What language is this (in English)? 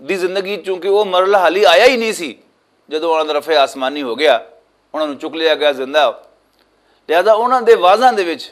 Western Panjabi